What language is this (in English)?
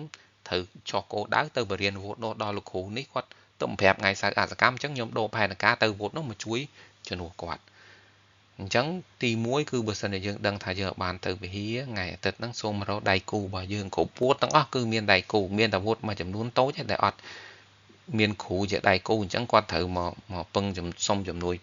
Khmer